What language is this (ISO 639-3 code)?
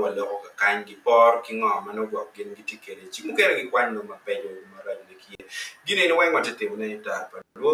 ach